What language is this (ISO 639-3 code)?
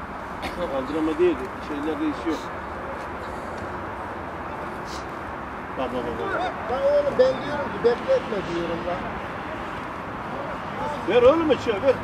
tur